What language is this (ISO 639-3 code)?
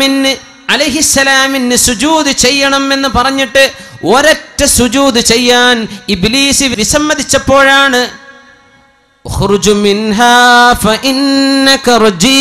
mal